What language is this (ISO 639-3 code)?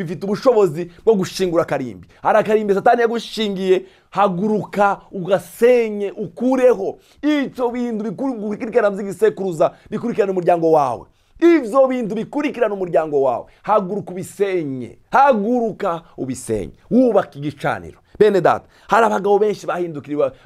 run